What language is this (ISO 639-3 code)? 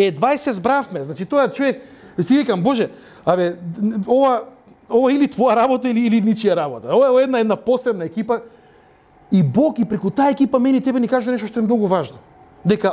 mkd